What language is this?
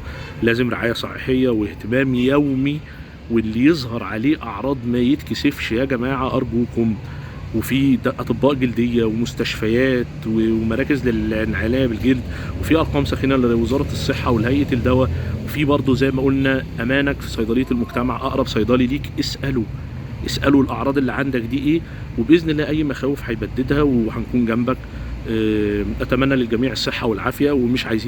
Egyptian Arabic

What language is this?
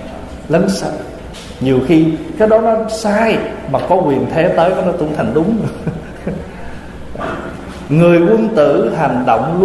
Vietnamese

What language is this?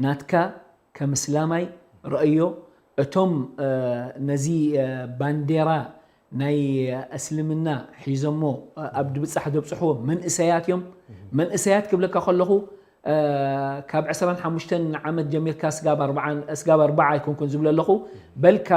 Tigrinya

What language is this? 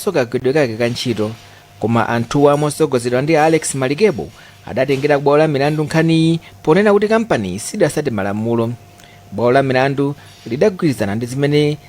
Nyanja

